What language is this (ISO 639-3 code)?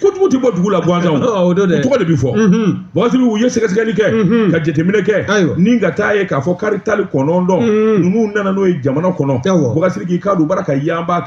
bam